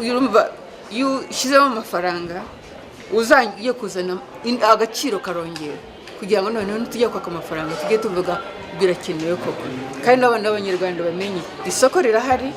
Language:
Kinyarwanda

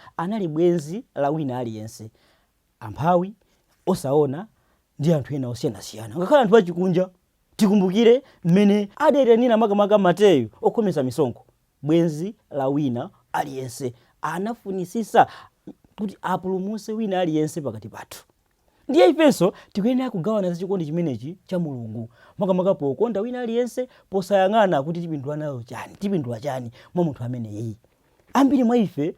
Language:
Nyanja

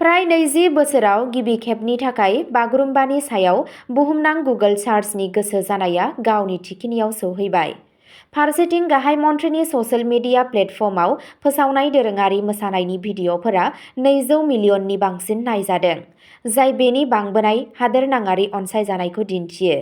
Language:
Bodo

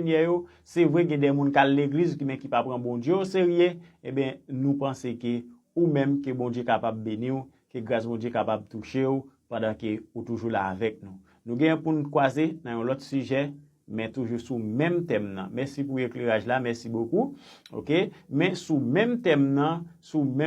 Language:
Haitian Creole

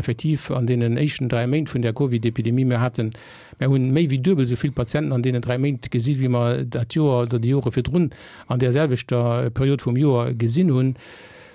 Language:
Luxembourgish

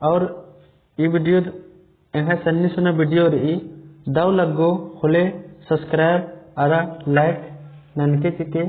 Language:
Kurukh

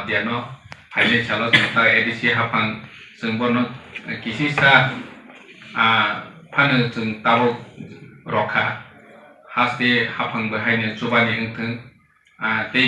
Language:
Kok Borok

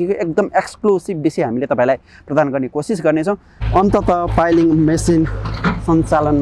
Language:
Nepali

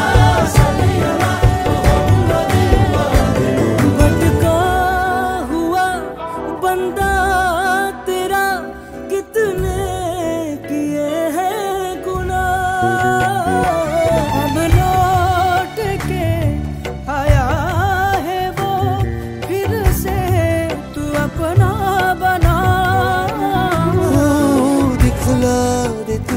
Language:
Hindi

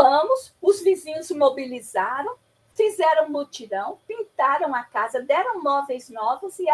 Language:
Portuguese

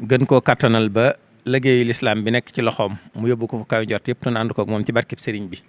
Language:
Wolof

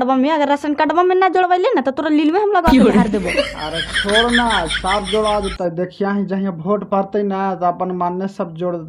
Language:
Magahi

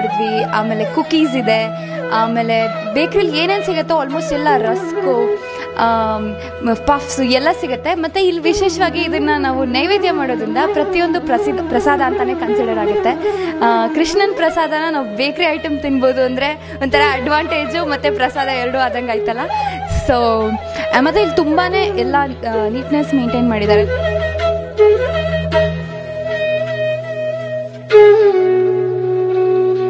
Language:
Kannada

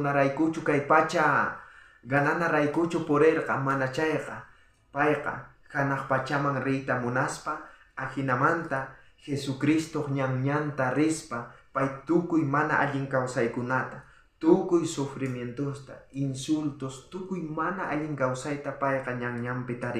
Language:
South Bolivian Quechua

